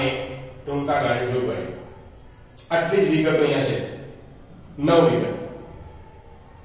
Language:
Gujarati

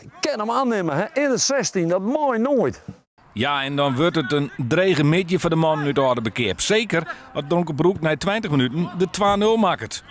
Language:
Western Frisian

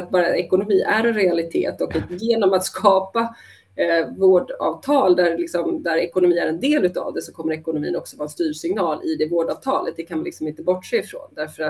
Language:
Swedish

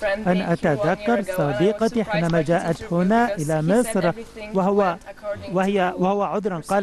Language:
Egyptian Arabic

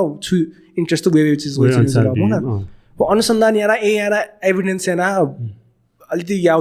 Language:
Newari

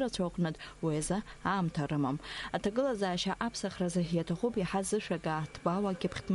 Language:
Abkhazian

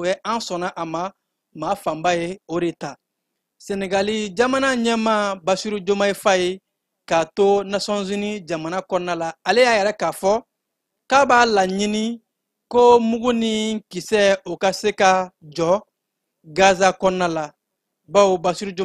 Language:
Bambara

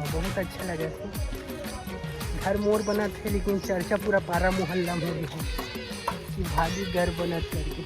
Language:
Chhattisgarhi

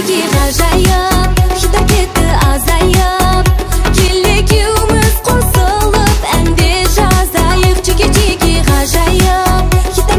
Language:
Kazakh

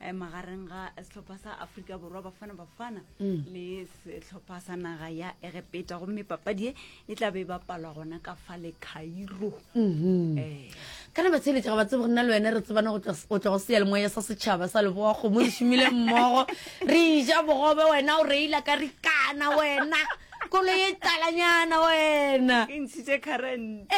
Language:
Northern Sotho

